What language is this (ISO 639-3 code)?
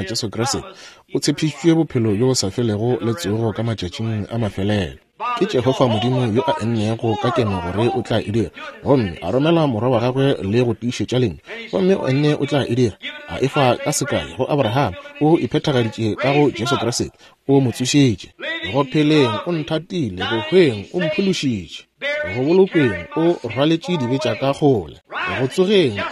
nso